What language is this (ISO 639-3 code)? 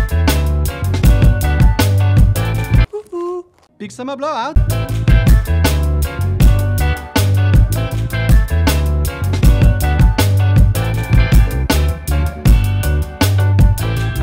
nor